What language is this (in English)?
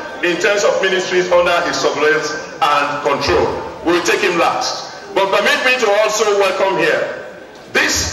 English